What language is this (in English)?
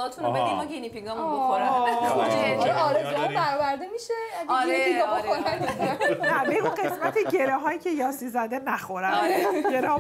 Persian